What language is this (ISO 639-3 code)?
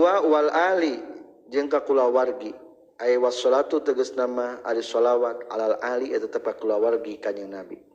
sun